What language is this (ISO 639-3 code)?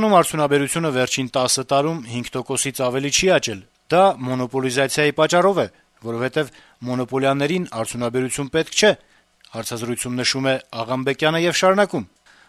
hye